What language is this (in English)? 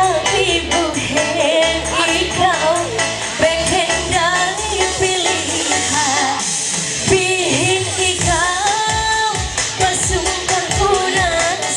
Ma'anyan